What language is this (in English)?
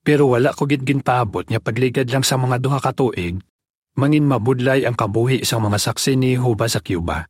Hiligaynon